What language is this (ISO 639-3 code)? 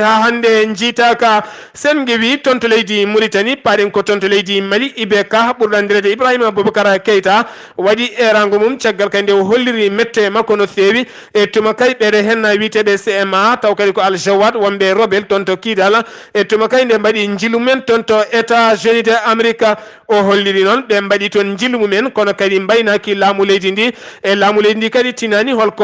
ful